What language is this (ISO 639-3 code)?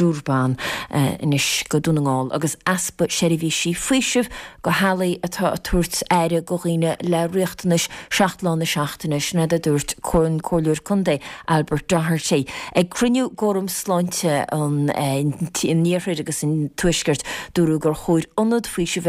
gle